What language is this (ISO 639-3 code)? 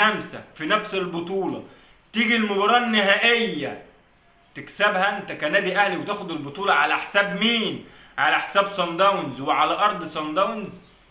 arz